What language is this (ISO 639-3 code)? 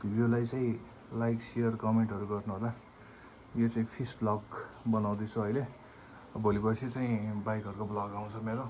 nep